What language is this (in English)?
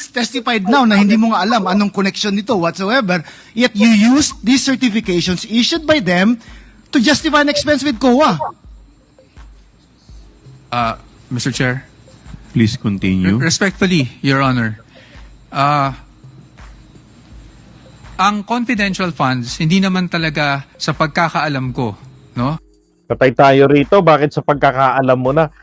Filipino